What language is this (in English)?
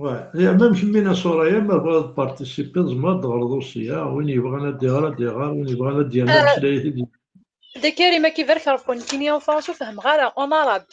Kabyle